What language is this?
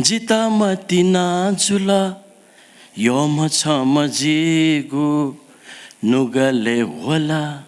Newari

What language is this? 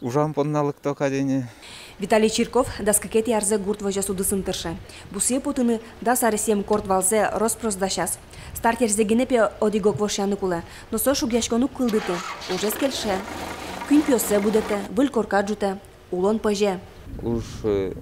Udmurt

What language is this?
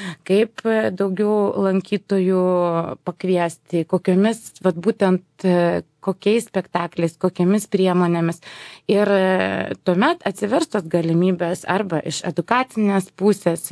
Lithuanian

